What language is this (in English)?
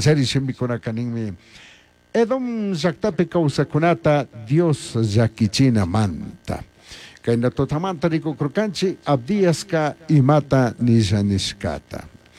Chimborazo Highland Quichua